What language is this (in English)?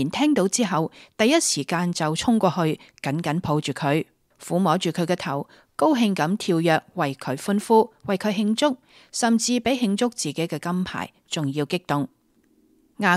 Cantonese